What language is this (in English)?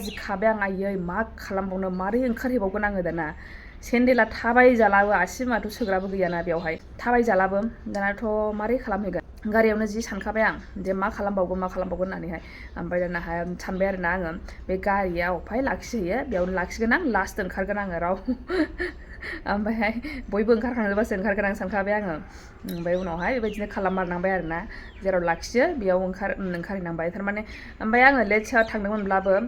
Bodo